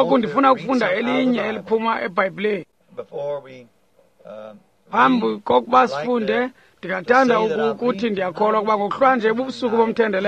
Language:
Xhosa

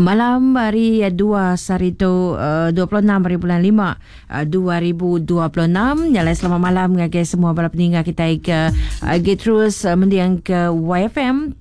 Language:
Iban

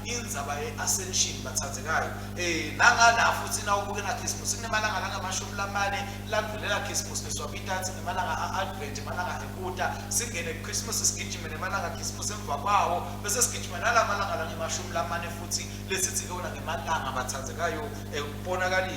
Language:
Swati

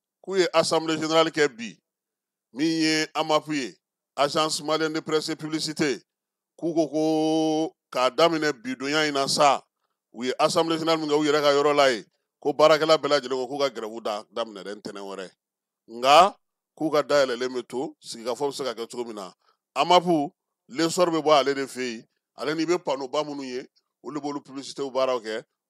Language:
Bambara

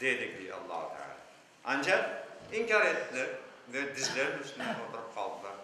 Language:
Crimean Tatar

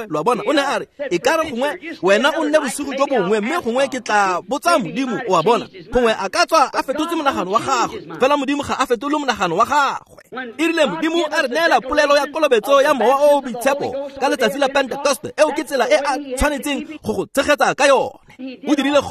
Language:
Tswana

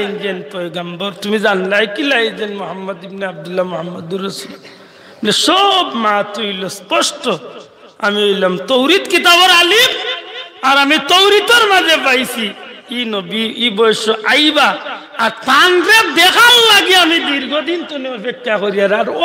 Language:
Sylheti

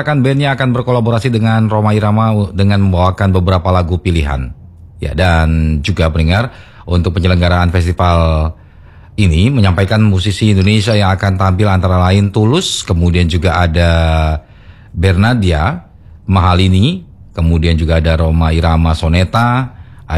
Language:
Indonesian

